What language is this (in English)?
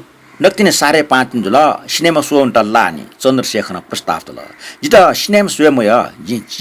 Newari